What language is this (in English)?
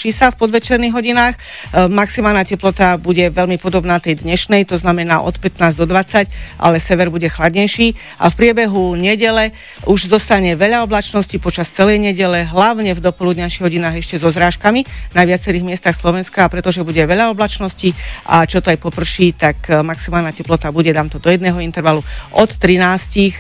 Slovak